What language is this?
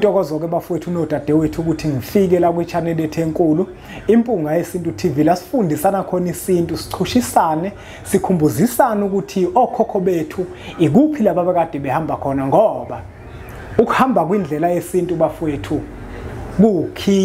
Zulu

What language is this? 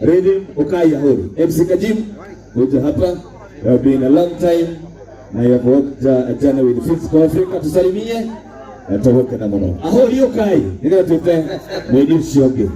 Kikuyu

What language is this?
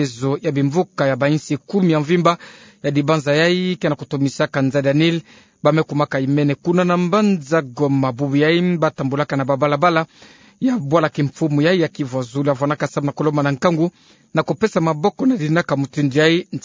Kituba (Democratic Republic of Congo)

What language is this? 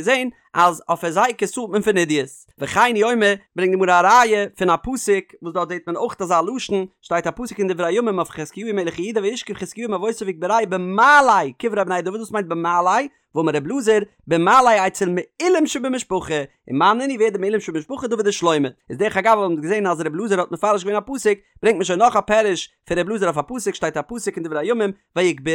Yiddish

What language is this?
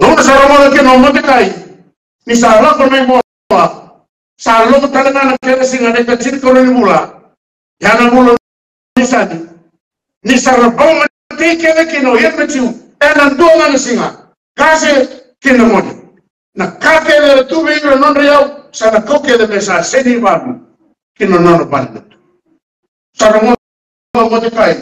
Fijian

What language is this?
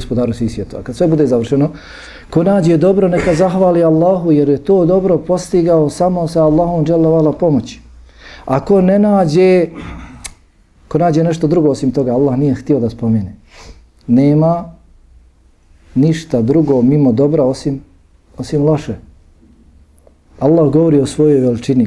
Bosnian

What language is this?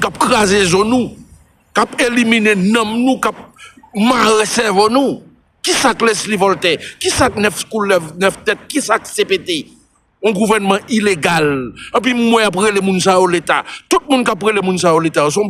Haitian Creole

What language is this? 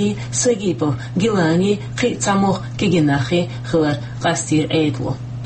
Chechen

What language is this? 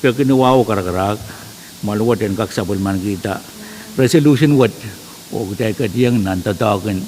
Pohnpeian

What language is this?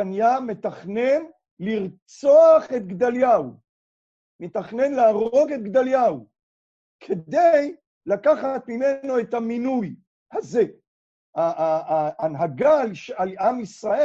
Hebrew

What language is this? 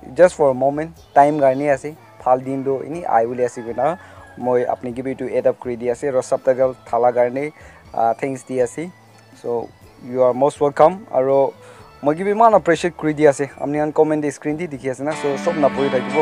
Naga Pidgin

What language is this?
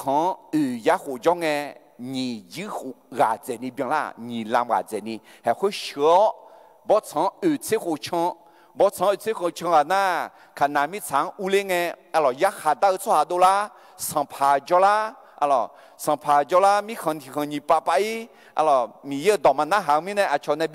Akha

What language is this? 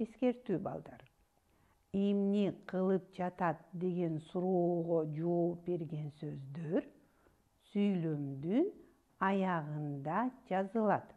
Kyrgyz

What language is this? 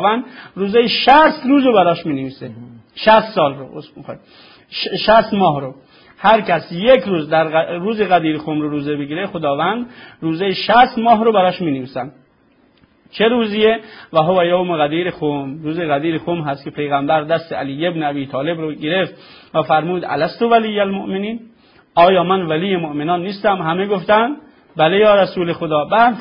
Persian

